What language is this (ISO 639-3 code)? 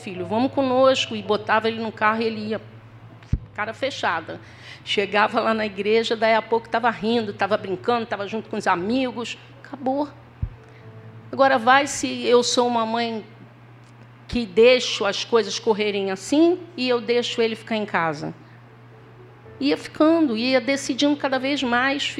por